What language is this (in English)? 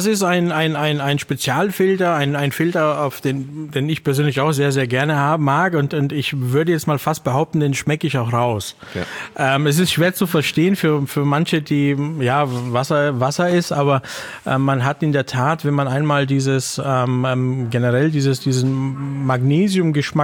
German